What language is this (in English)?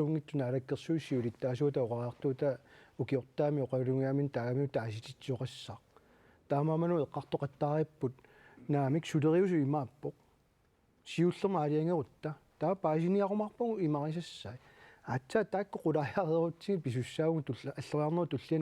Kalaallisut